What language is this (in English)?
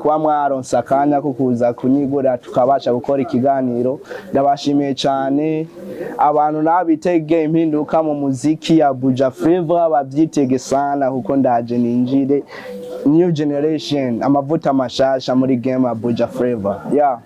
Rundi